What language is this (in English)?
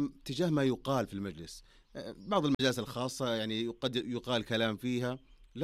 Najdi Arabic